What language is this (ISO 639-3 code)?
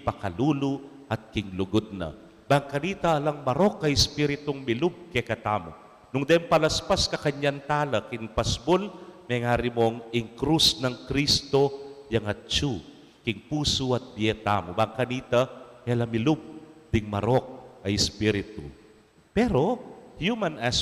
pam